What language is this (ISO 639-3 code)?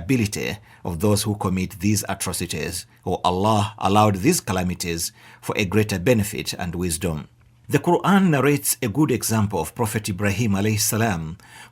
eng